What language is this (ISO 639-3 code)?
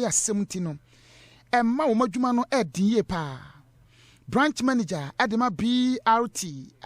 aka